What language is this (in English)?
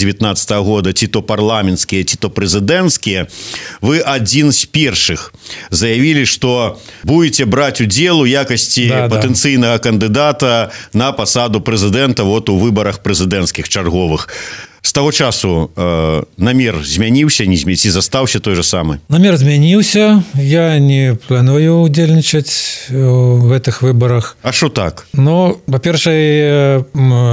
Belarusian